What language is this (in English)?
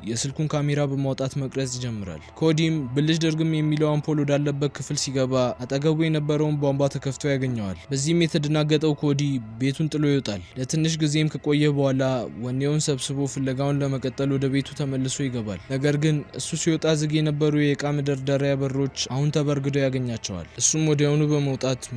Amharic